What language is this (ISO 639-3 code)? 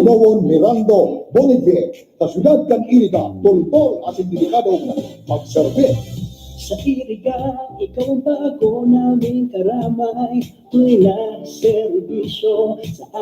bik